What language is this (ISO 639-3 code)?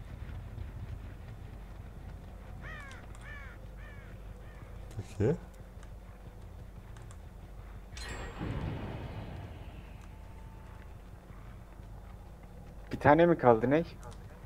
tur